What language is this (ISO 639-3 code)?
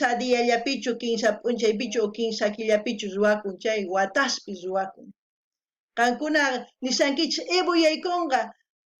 quh